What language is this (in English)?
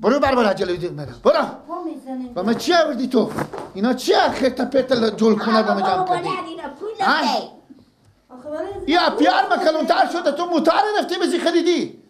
Persian